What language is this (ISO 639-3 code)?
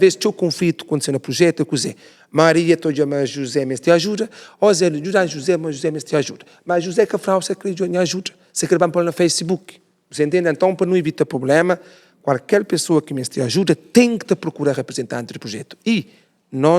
kea